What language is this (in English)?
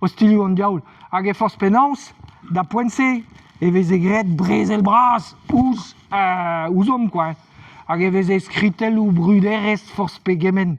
Breton